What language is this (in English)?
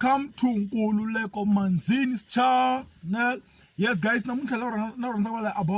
Tsonga